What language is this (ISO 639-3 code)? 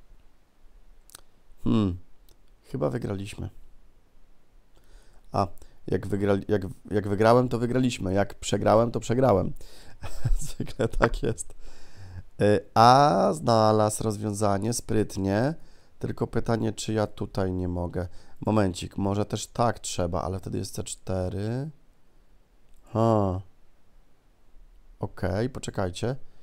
pol